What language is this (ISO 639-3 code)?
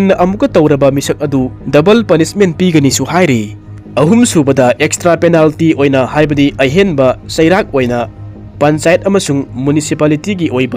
mni